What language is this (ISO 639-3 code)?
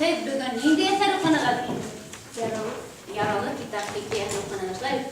bak